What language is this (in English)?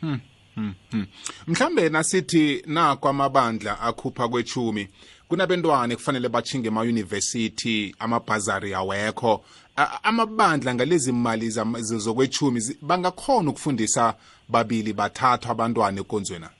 South Ndebele